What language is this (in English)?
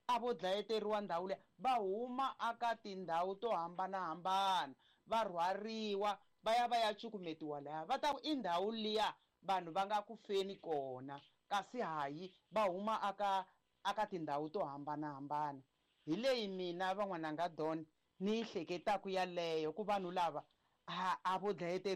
Tsonga